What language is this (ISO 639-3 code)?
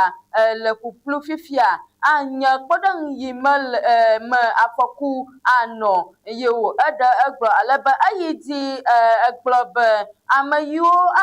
ewe